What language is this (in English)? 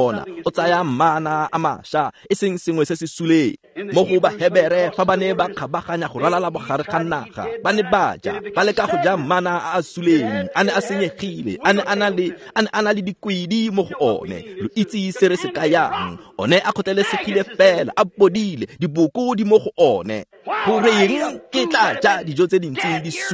Tswana